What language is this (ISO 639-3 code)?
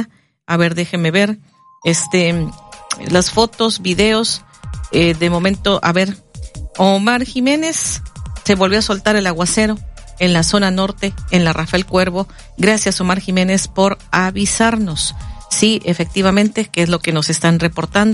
spa